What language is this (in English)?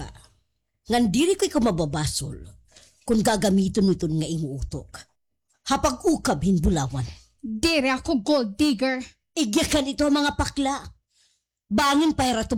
Waray